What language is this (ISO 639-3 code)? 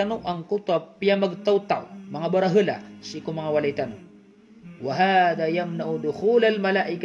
mrw